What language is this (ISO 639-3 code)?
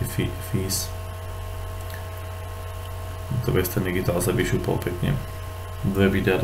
slk